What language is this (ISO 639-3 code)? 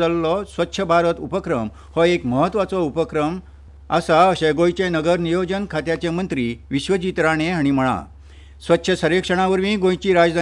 kok